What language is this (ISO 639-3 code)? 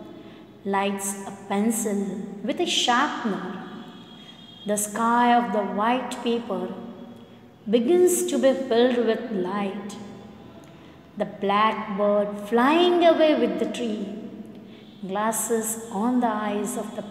guj